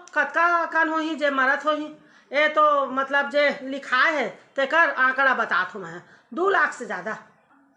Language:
Chhattisgarhi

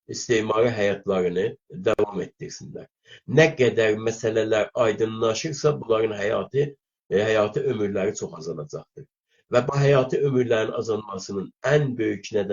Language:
South Azerbaijani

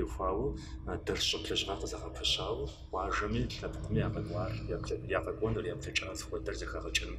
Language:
Kabardian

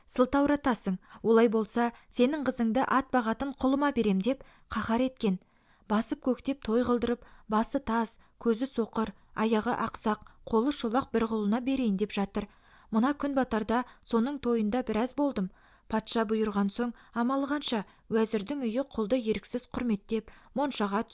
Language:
Kazakh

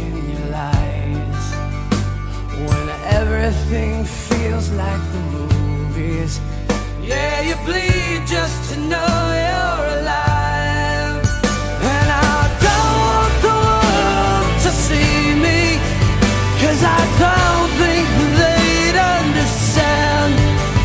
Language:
English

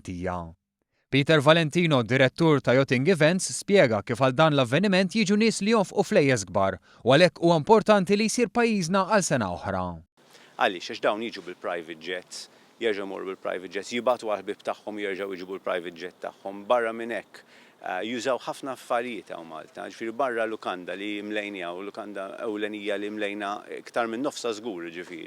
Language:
Maltese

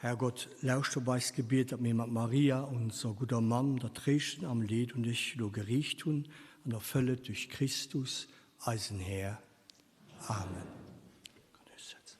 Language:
Luxembourgish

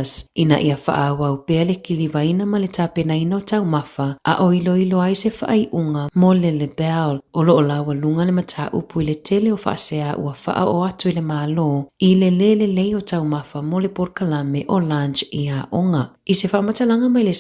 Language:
Samoan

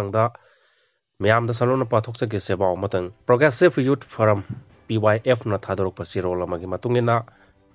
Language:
Manipuri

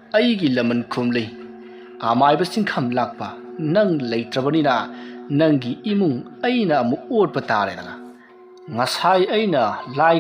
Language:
Manipuri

